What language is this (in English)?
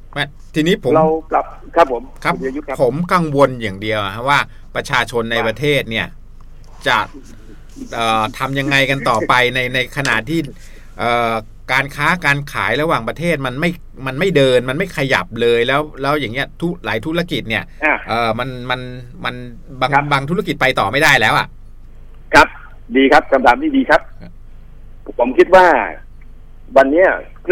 Thai